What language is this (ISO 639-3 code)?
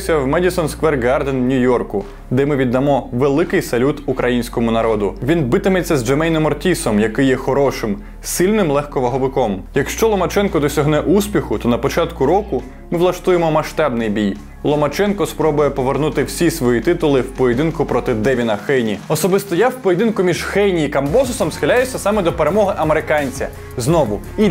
ukr